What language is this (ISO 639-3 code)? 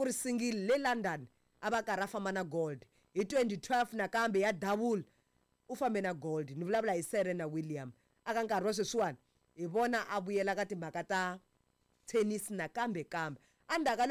tso